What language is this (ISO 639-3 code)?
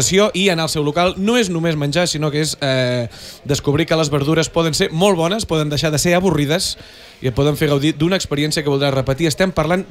cat